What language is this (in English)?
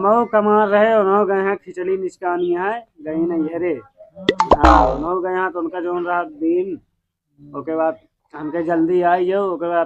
Awadhi